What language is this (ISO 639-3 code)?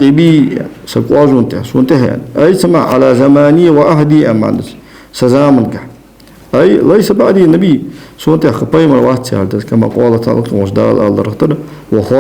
inh